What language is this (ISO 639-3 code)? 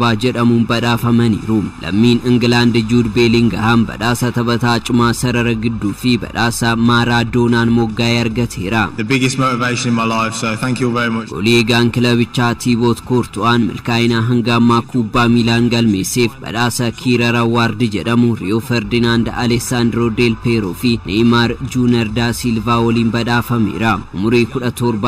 orm